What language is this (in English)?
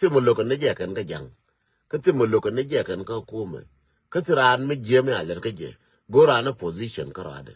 Nuer